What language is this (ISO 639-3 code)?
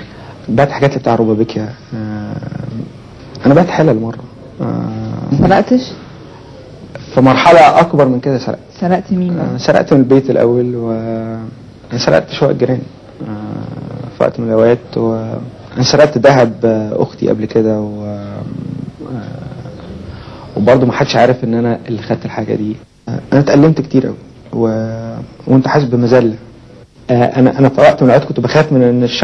arz